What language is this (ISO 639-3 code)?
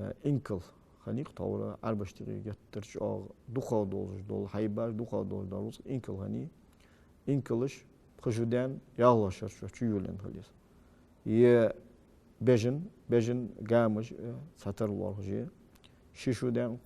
inh